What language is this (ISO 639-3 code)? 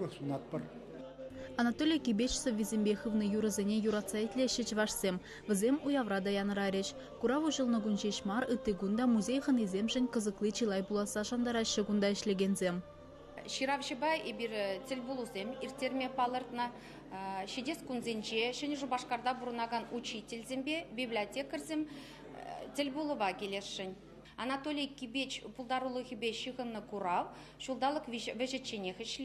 chv